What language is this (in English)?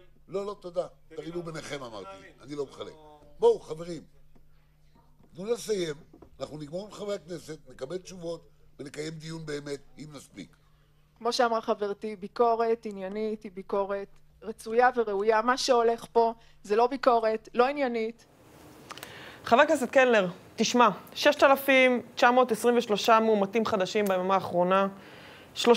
Hebrew